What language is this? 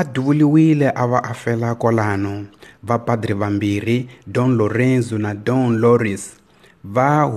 Tsonga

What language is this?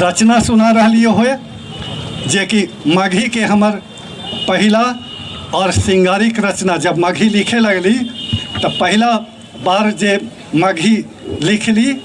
Magahi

